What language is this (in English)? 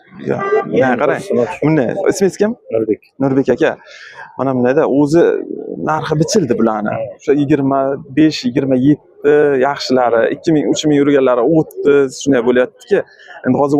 Uzbek